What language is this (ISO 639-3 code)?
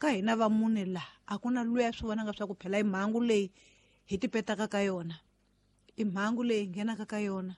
tso